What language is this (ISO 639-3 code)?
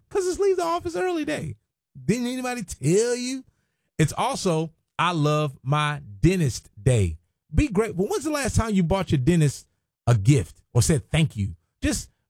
eng